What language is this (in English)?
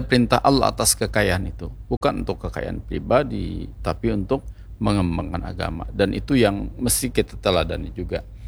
Indonesian